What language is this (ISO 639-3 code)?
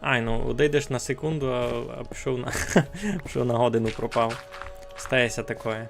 rue